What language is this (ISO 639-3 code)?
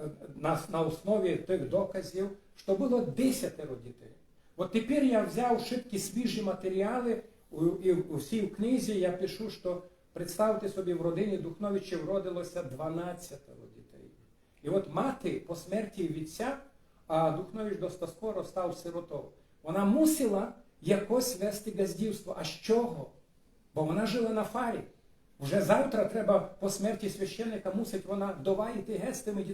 rue